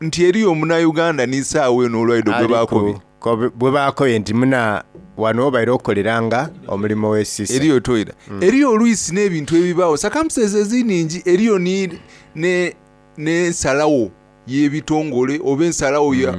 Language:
Soga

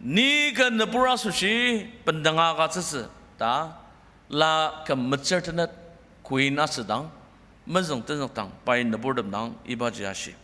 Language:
Ao Naga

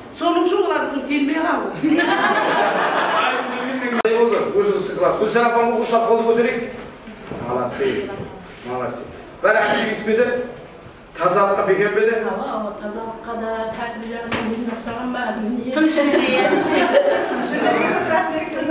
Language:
Kazakh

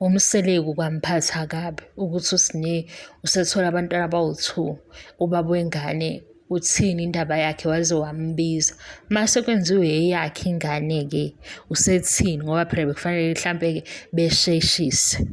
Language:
Zulu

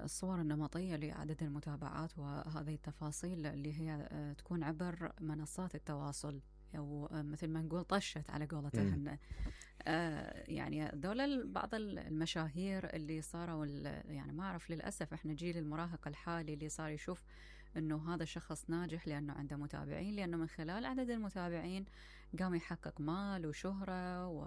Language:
Mesopotamian Arabic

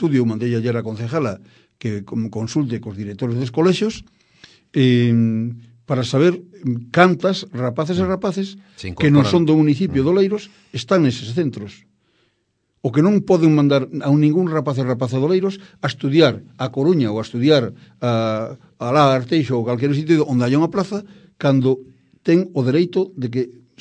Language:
Galician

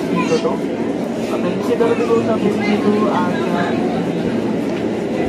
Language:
Indonesian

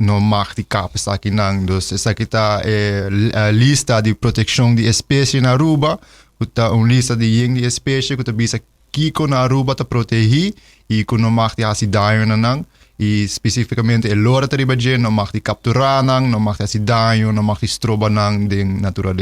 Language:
Papiamento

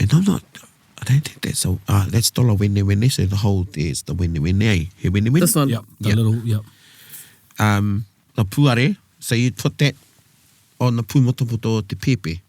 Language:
Māori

